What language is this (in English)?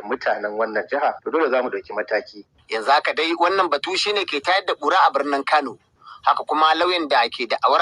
Hausa